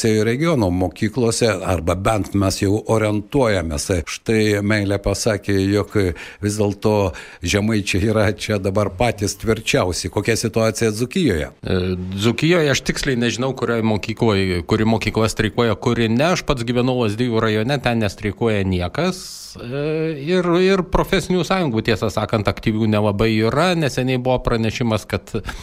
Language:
Lithuanian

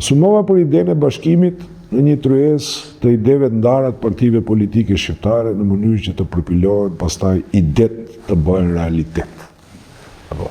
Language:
Albanian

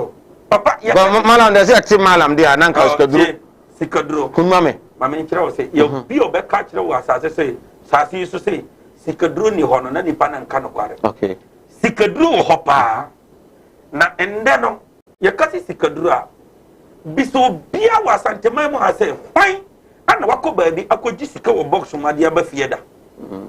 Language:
Akan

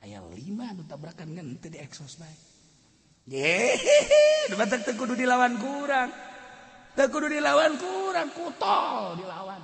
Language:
Sundanese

